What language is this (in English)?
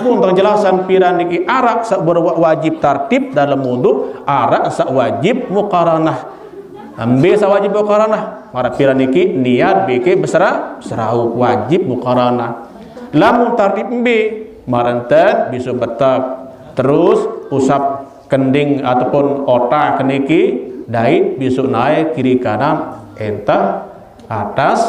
Sasak